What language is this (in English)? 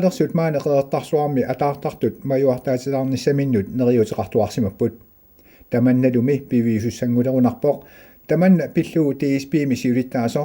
Kalaallisut